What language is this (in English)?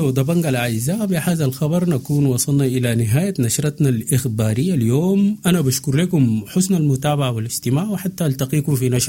Sudanese Arabic